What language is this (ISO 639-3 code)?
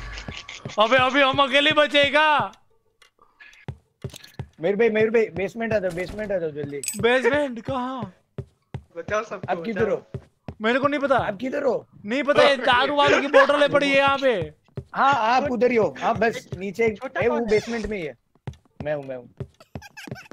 hin